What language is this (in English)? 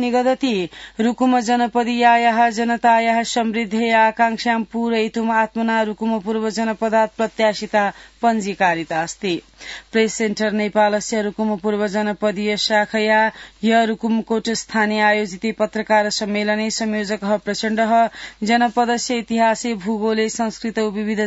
Sanskrit